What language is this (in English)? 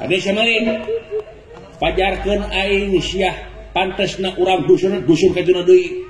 Sundanese